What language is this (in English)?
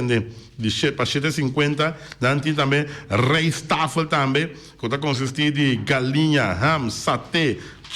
Papiamento